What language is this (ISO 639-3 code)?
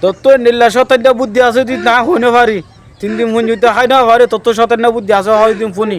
rhg